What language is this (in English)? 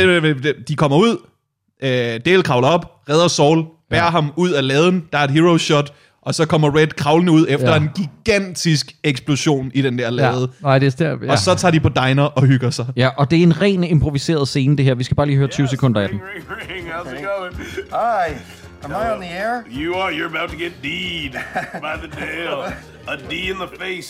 Danish